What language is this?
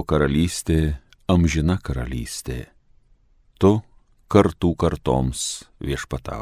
Lithuanian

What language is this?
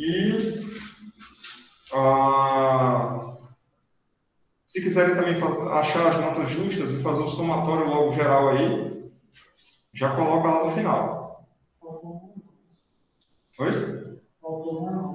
Portuguese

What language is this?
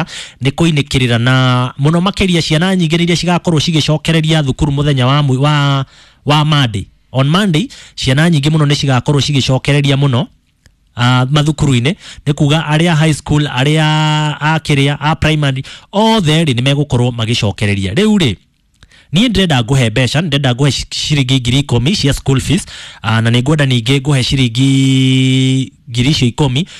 Kikuyu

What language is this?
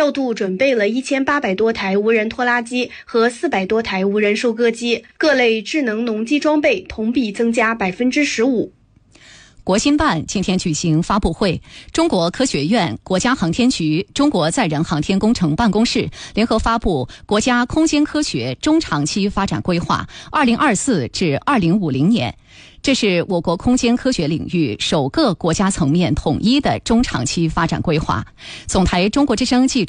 Chinese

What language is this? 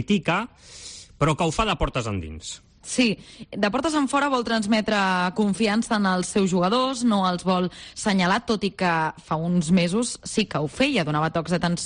Catalan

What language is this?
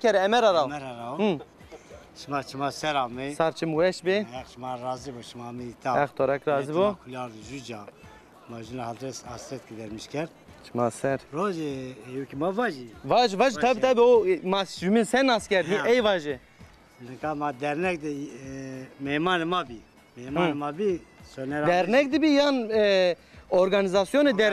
Zaza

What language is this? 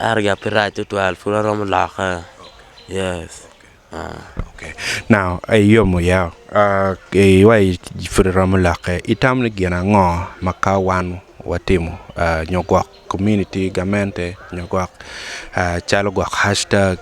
Acoli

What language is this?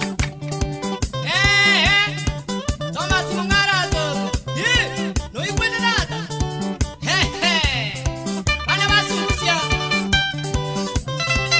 Swahili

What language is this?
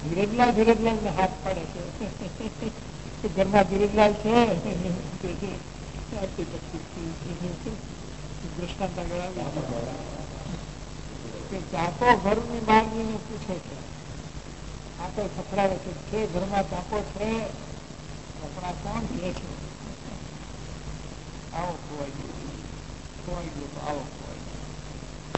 Gujarati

